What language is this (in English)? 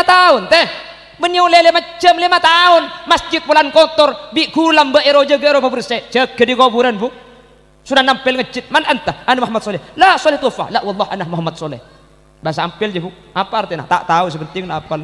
Madurese